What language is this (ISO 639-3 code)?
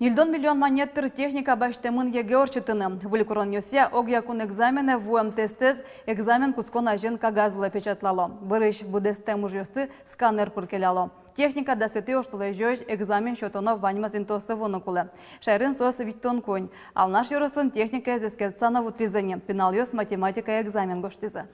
udm